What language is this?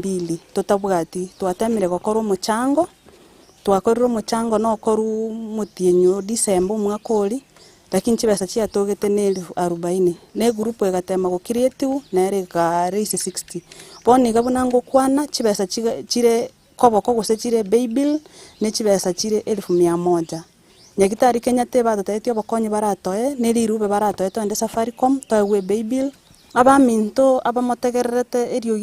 Gusii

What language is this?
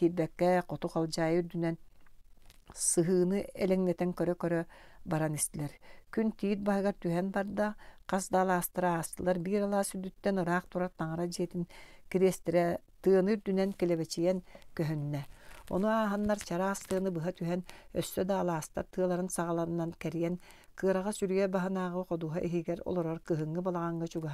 Yakut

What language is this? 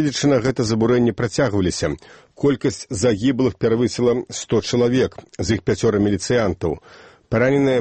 Belarusian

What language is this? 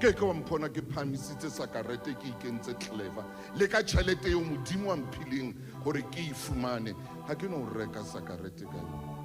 Southern Sotho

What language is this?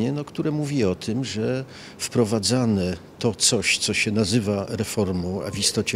Polish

